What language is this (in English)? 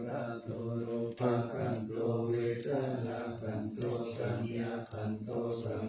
Pali